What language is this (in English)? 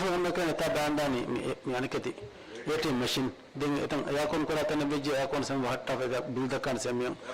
Divehi